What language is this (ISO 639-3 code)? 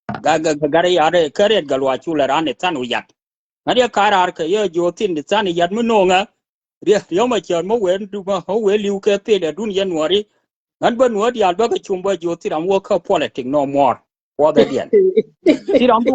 nus